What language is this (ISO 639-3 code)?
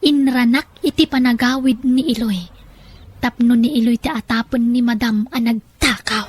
ilo